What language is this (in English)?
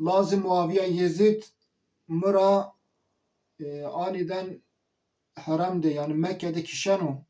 Zaza